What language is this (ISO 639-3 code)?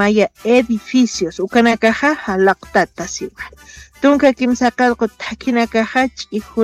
aym